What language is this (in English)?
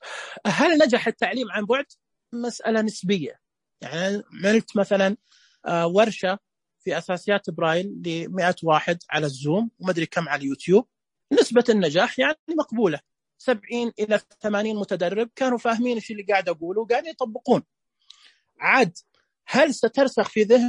Najdi Arabic